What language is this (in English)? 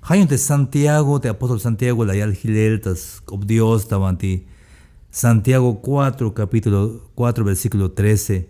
Tzeltal